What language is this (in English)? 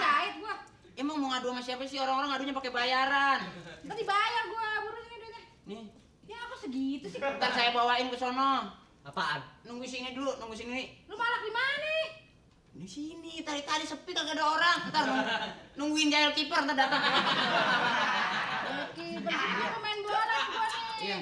Betawi